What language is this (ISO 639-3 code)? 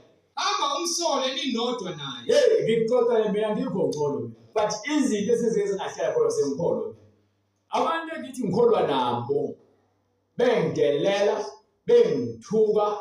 zul